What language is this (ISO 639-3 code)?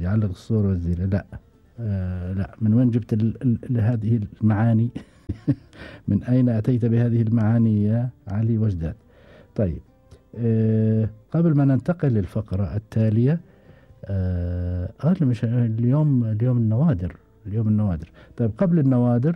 afb